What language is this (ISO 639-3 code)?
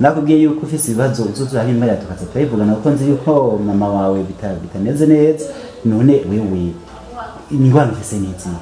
run